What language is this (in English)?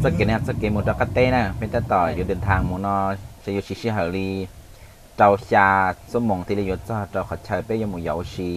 Hmong